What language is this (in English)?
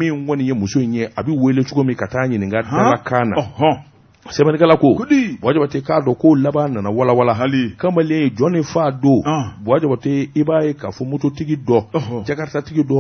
Bambara